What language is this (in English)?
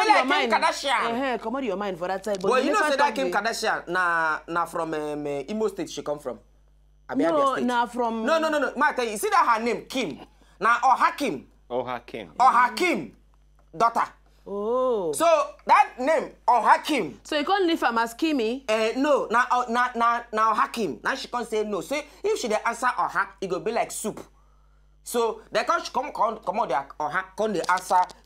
Nigerian Pidgin